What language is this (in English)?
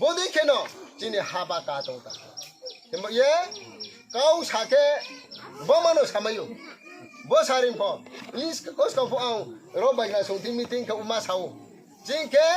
Riang (India)